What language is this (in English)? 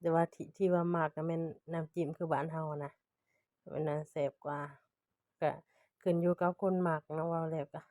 Lao